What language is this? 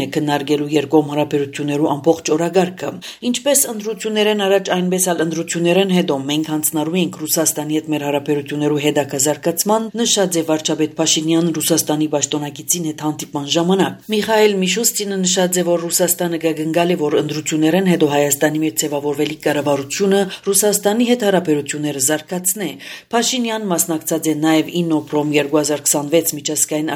Armenian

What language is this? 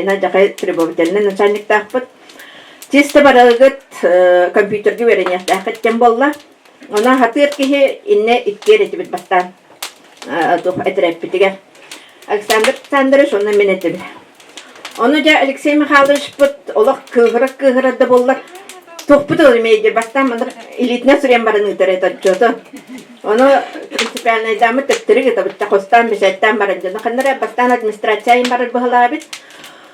Yakut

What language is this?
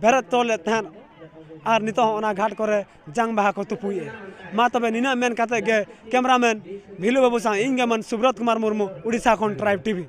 Santali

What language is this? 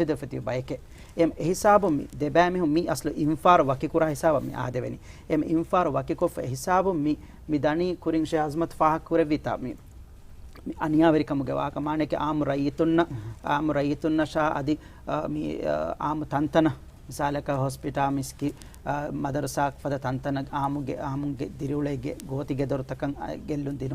Divehi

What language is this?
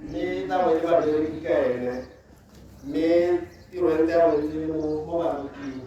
Tswana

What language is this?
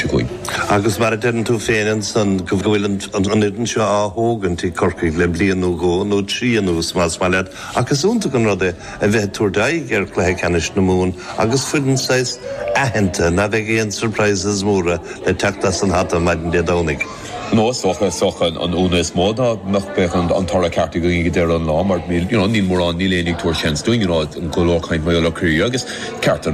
Irish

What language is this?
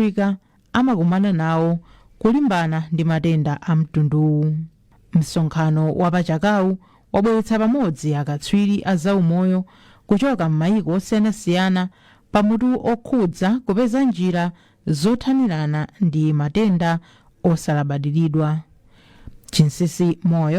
Nyanja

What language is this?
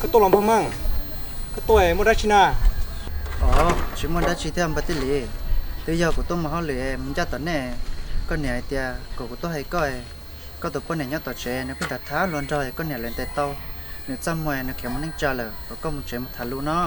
Hmong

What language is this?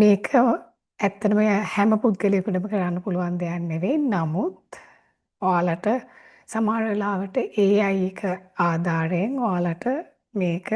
Sinhala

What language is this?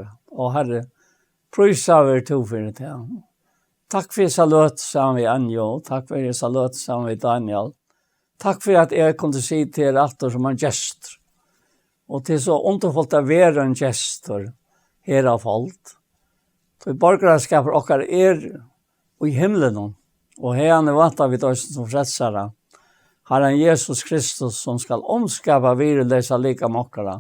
Faroese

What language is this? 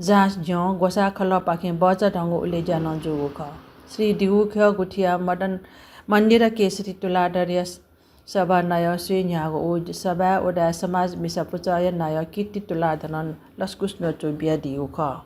Newari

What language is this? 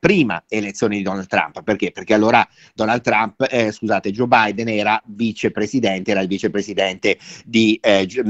Italian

